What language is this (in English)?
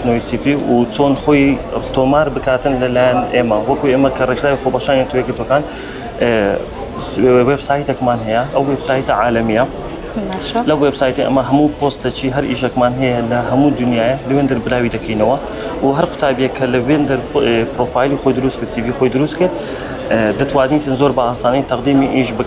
Central Kurdish